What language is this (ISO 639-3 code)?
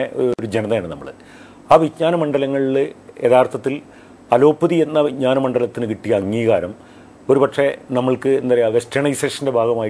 mal